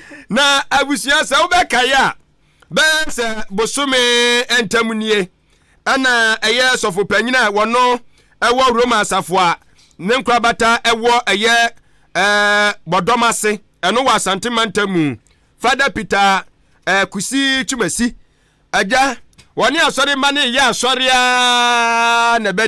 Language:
Akan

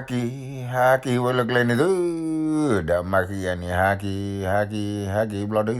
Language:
S'gaw Karen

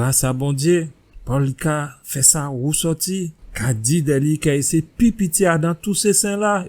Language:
Guadeloupean Creole French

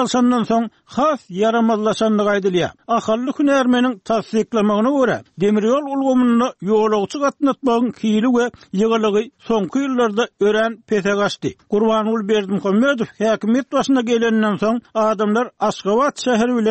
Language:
Turkmen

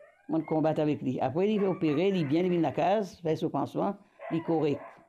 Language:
Morisyen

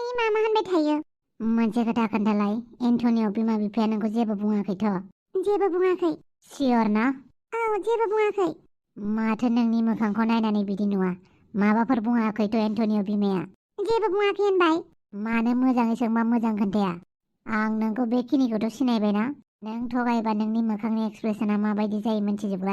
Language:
Bodo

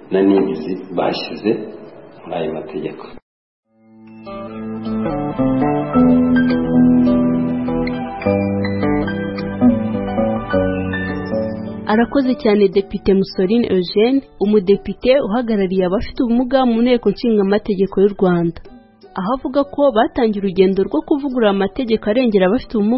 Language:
Kinyarwanda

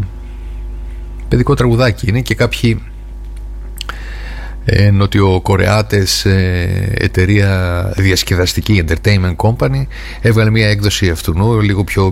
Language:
Greek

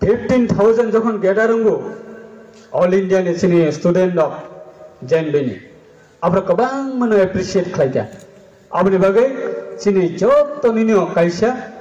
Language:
Riang (India)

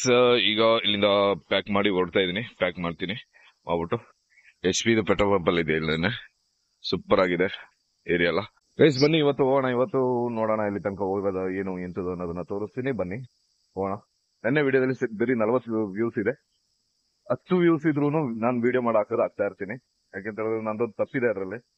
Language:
Kannada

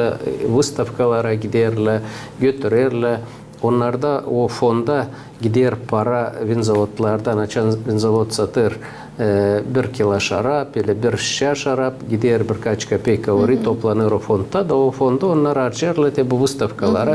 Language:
Gagauz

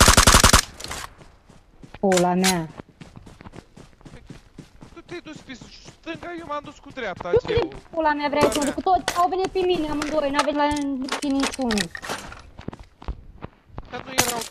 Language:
Romanian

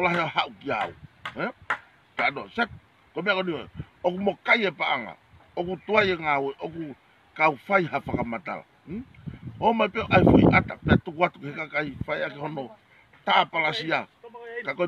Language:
Tongan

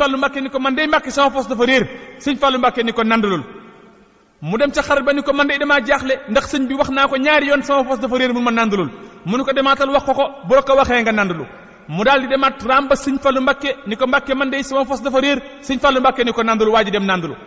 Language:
Wolof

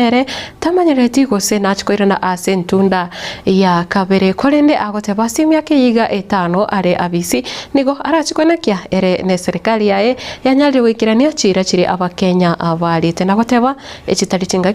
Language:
Gusii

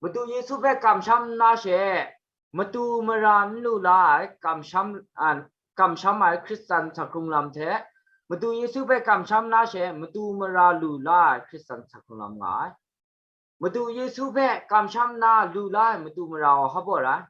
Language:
Kachin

